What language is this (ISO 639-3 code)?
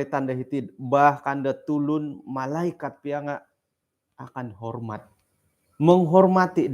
dtp